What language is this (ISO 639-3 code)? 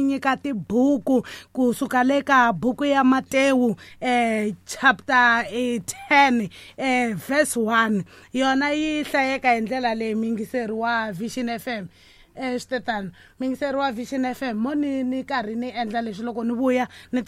tso